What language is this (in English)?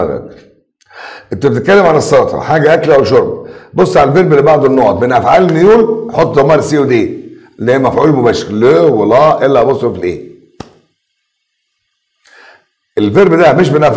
Egyptian Arabic